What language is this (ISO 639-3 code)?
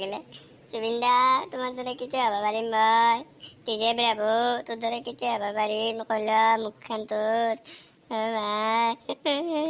asm